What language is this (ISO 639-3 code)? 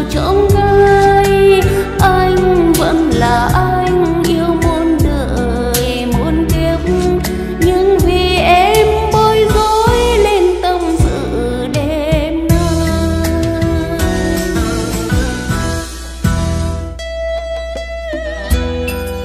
vie